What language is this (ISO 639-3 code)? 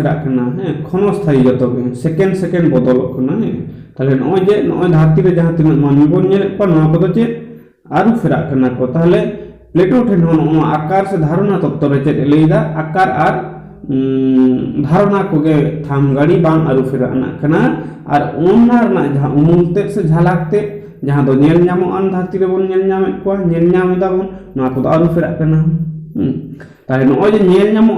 sat